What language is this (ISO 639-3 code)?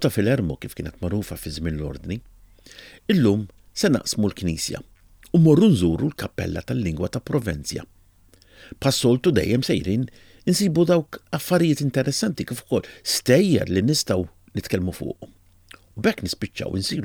mlt